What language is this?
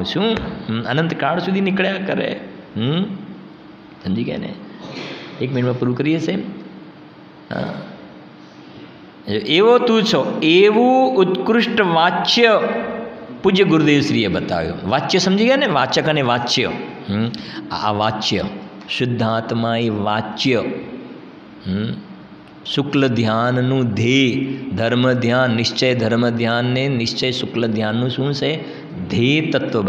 Gujarati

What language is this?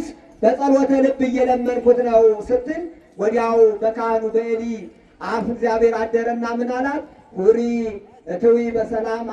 Amharic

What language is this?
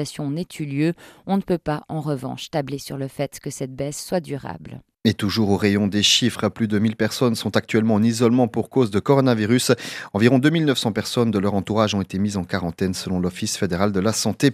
French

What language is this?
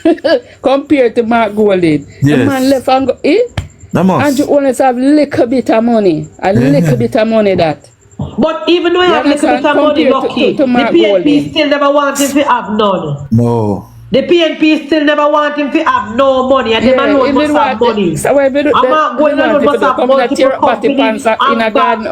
Jamaican Creole English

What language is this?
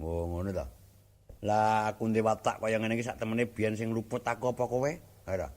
Javanese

